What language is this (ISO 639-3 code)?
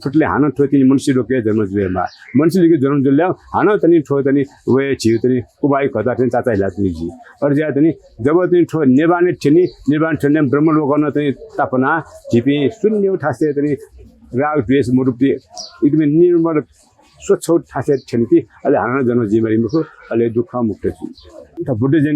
new